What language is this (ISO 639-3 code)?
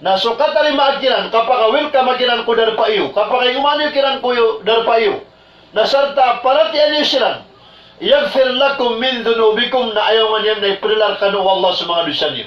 mrw